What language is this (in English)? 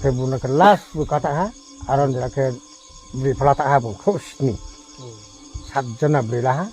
Riang (India)